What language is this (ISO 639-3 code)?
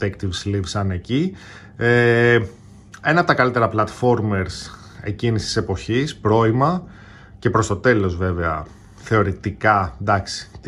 ell